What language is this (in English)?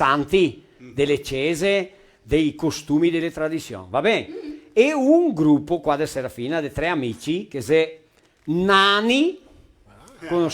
Venetian